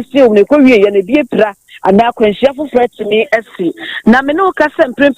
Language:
Akan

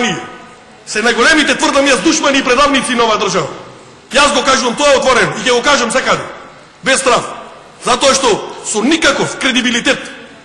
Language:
Macedonian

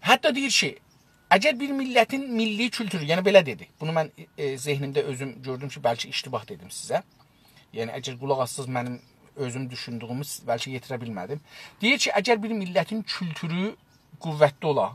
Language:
South Azerbaijani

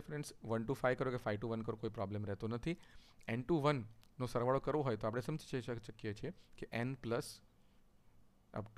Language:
Gujarati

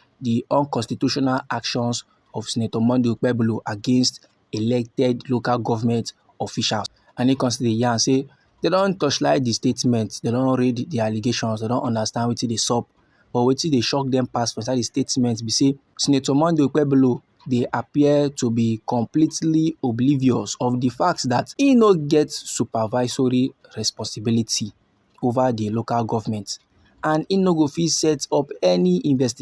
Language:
Nigerian Pidgin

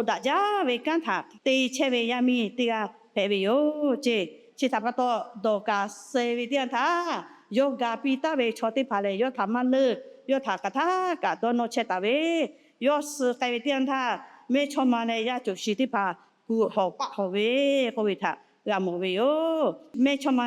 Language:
Lahu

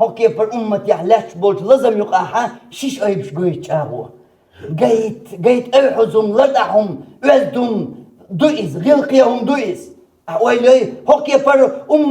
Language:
Chechen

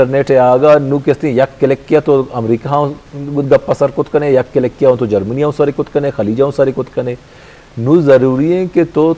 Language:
Eastern Balochi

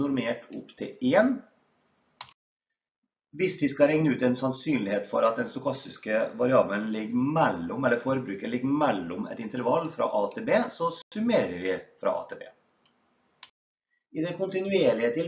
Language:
Norwegian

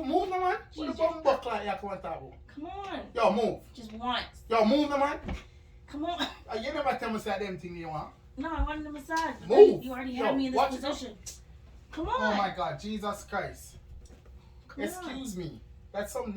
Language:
Jamaican Creole English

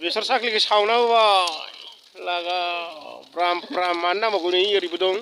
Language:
Bodo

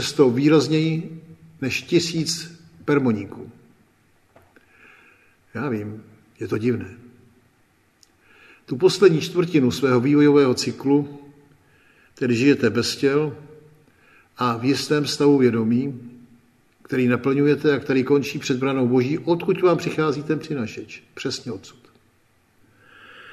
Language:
Czech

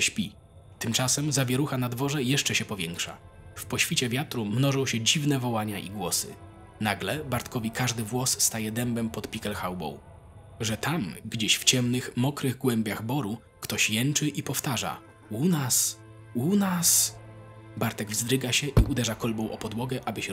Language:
Polish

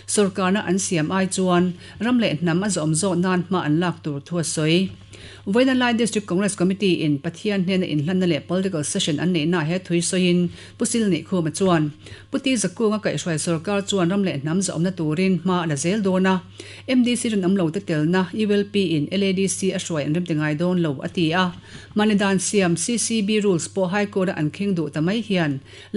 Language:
Mizo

